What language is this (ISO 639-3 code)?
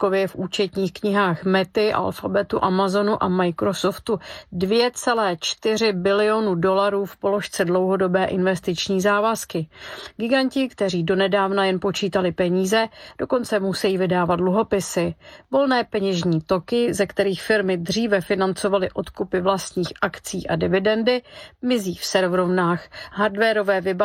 ces